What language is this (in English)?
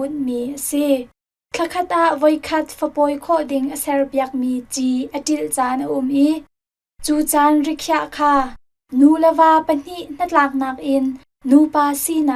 Hakha Chin